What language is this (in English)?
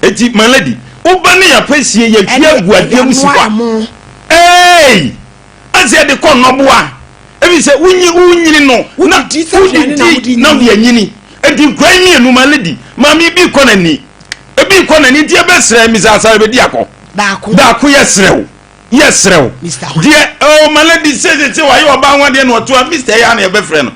Akan